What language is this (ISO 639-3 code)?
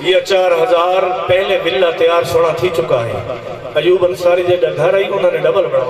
skr